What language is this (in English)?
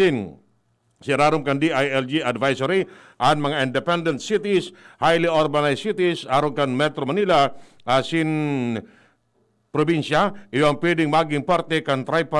Bikol